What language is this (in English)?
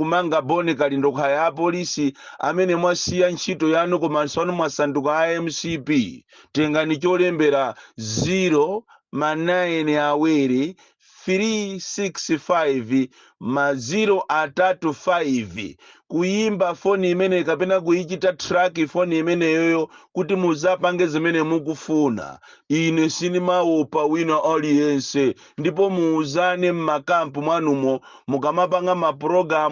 Nyanja